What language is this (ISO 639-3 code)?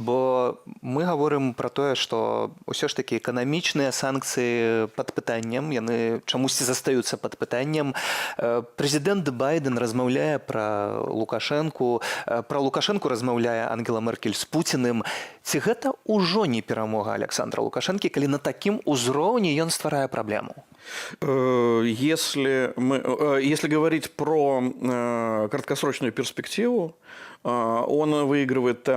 bel